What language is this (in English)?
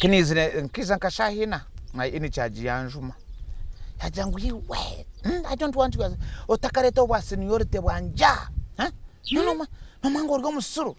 Nyankole